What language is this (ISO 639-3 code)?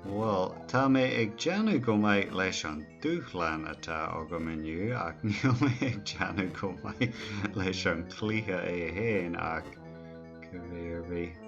gle